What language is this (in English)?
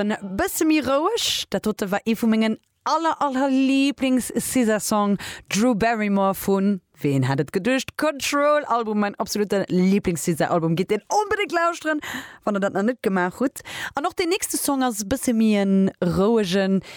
Luxembourgish